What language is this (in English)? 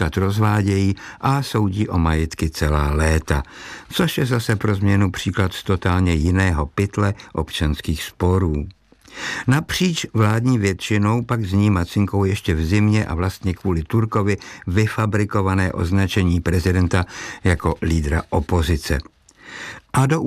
Czech